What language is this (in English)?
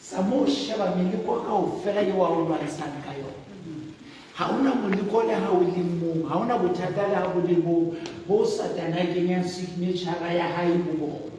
Southern Sotho